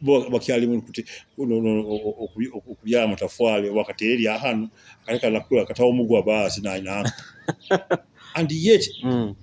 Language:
Nyoro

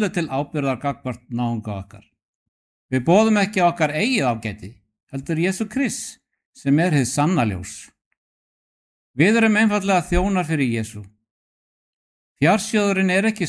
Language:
Icelandic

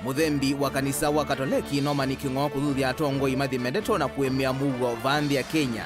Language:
Kamba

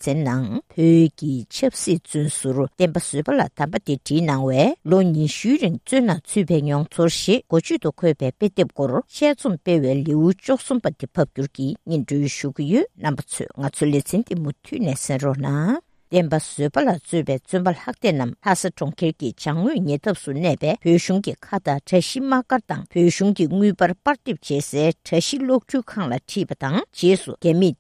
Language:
Tibetan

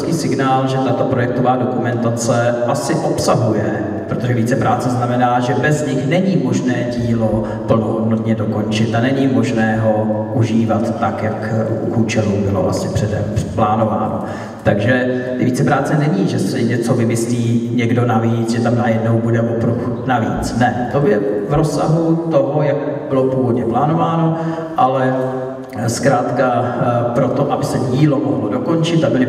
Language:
Czech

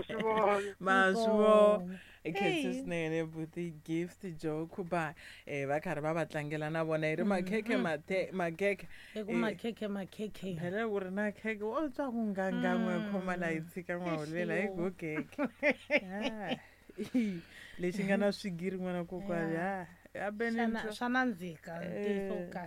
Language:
Tsonga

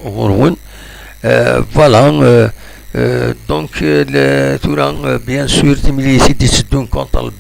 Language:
Kabyle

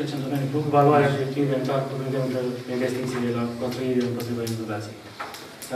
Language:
Romanian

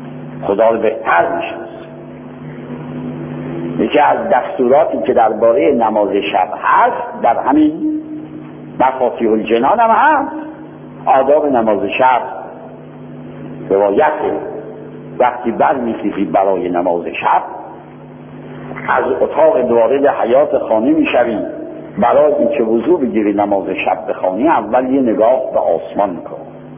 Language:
Persian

